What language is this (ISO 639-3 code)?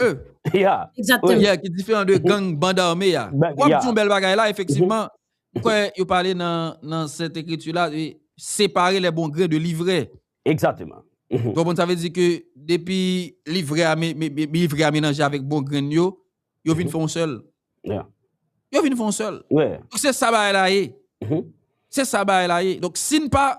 hat